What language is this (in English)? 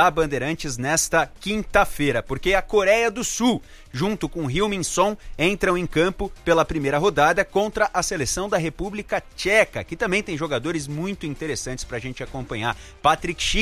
Portuguese